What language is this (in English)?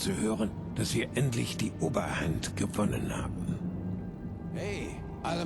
Bavarian